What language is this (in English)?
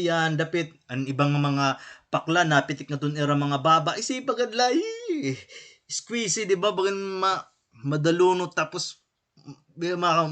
Waray